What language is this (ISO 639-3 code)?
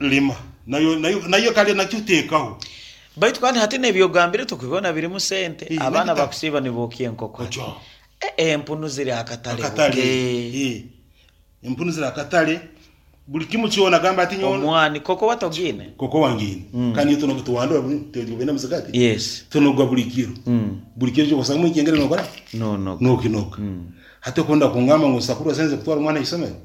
nyn